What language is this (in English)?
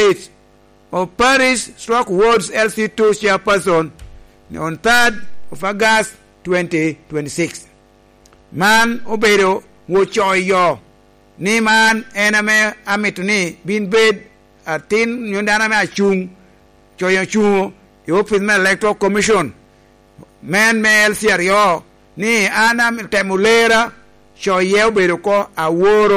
Lango (Uganda)